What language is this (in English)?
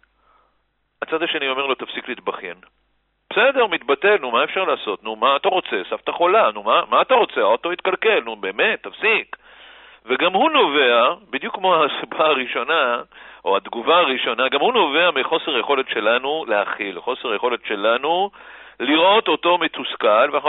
Hebrew